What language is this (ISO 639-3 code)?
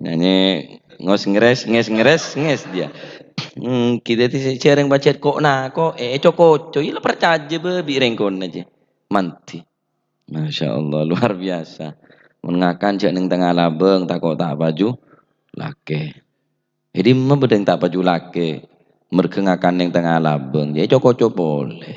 mad